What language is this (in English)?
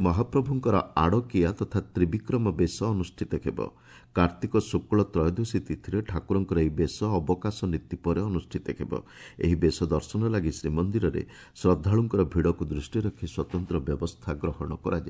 Odia